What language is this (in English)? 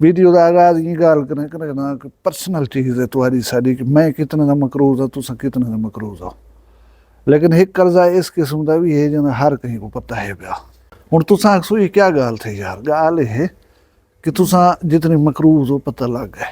Saraiki